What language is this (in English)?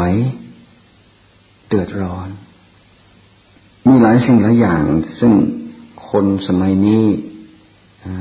Thai